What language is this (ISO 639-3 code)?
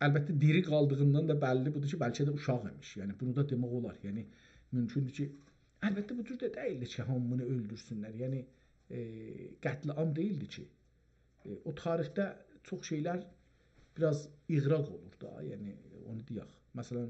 azb